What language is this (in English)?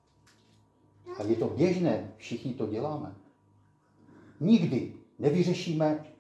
Czech